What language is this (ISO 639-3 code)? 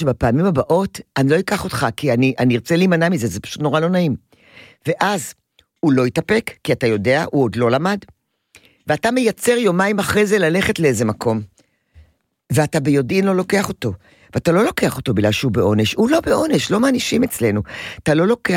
heb